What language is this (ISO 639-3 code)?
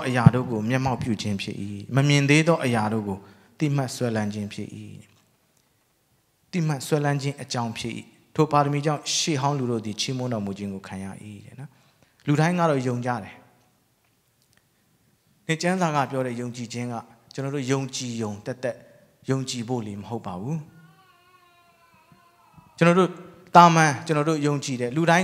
mya